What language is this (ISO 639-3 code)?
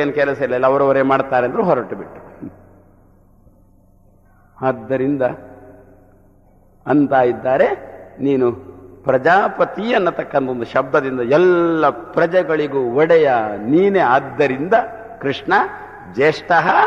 kan